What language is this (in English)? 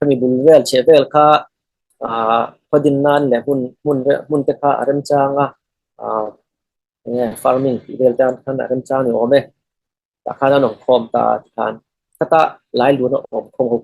Falam Chin